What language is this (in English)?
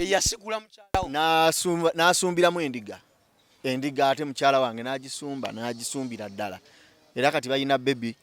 Ganda